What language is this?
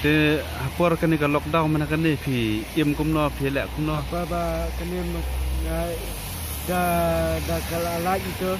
Khasi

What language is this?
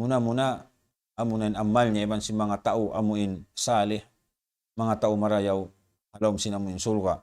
Tausug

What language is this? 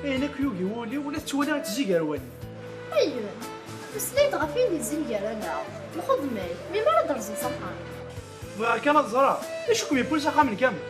Kabyle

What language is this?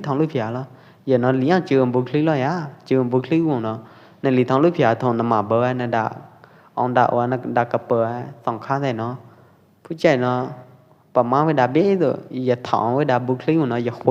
Pwo Eastern Karen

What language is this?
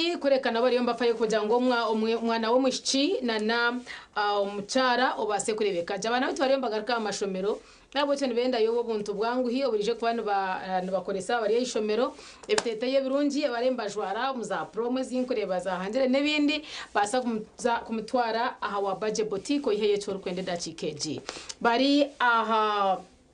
Nyankole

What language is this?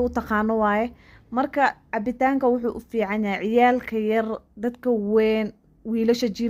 Somali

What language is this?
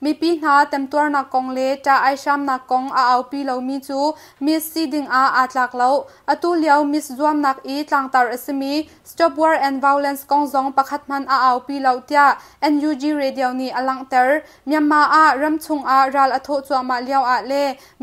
Hakha Chin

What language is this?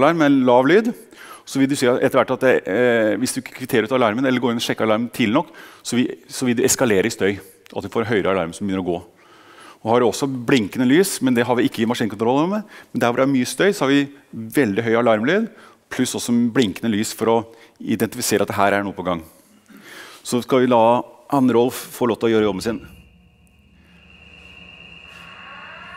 Norwegian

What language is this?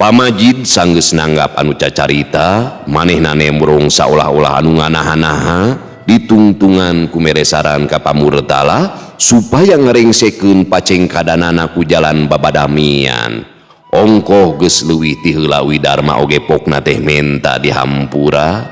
Sundanese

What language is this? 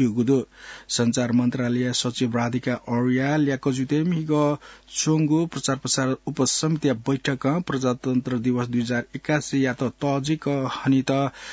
Newari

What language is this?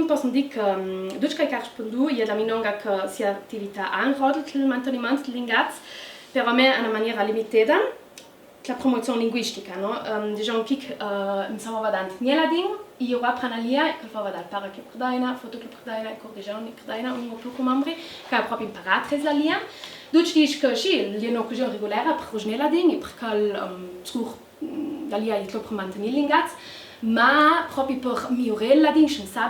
Ladin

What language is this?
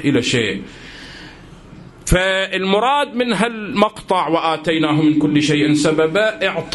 Arabic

